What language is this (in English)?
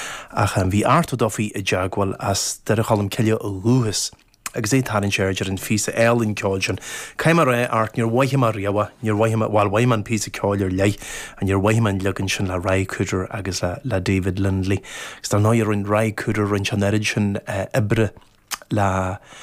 Irish